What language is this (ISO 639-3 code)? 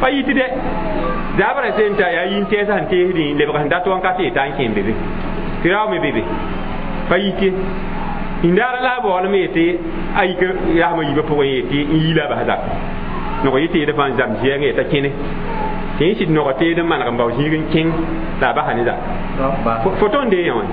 mos